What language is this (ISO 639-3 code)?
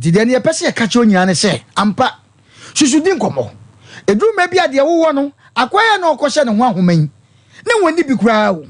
aka